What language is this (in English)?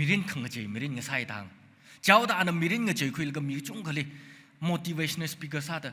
Tangkhul Naga (India)